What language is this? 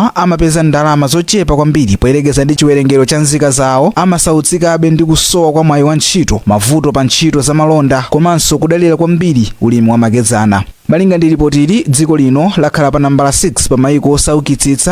Nyanja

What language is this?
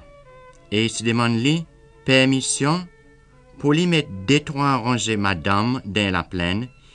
Seselwa Creole French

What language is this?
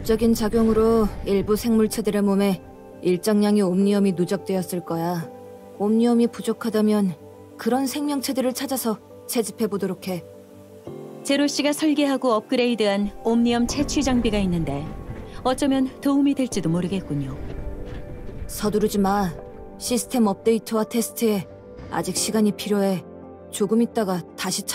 Korean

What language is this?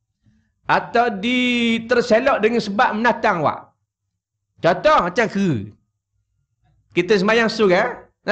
Malay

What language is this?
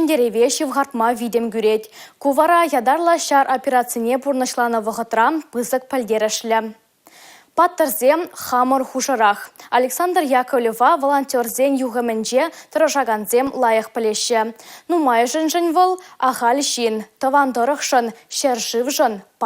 Chuvash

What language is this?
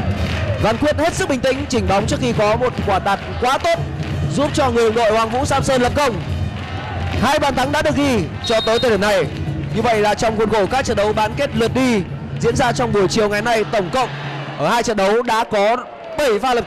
Vietnamese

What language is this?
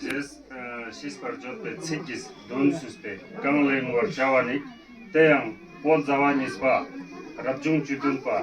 Ladakhi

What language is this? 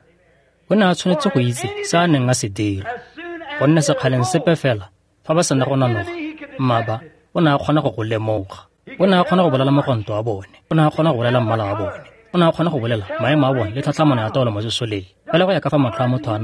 Tswana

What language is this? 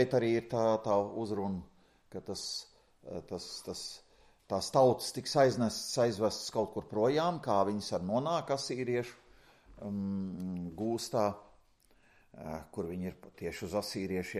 Latvian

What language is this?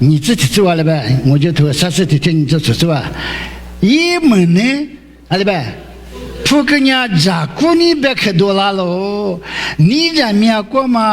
Lisu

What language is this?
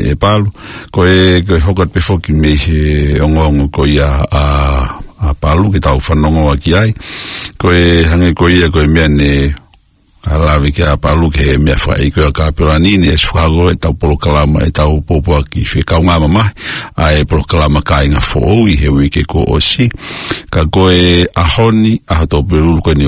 Tongan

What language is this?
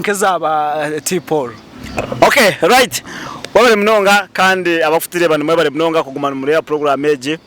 Nyankole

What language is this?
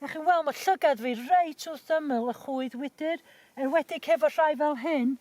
Welsh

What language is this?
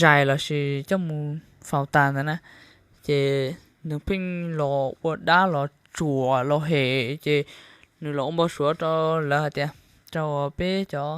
Hmong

